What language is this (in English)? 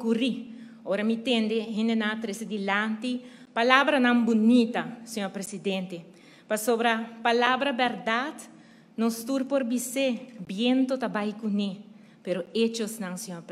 Papiamento